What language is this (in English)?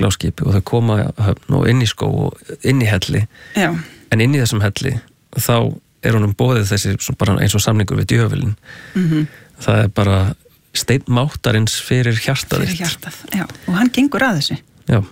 Icelandic